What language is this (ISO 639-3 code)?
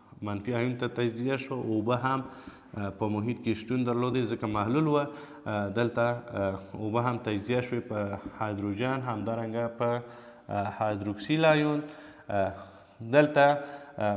pus